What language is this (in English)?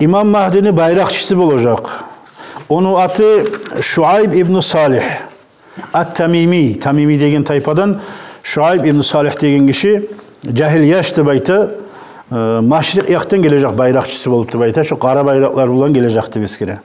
Kumyk